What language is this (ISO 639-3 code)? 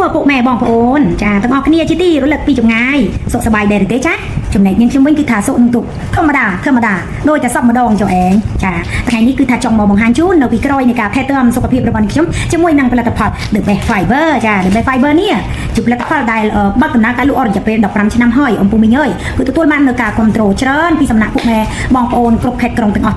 khm